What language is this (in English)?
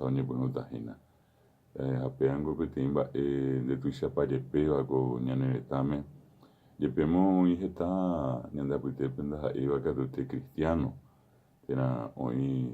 Guarani